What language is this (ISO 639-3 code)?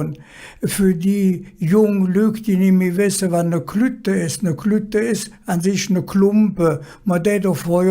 ksh